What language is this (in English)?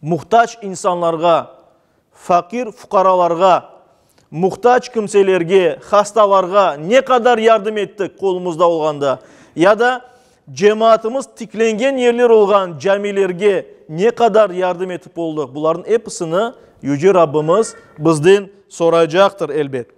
Crimean Tatar